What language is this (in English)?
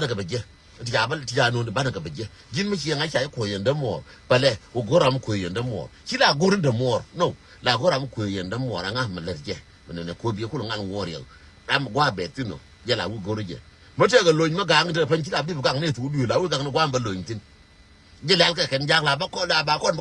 Nuer